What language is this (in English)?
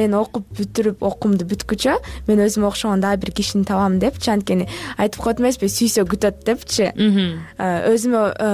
Kyrgyz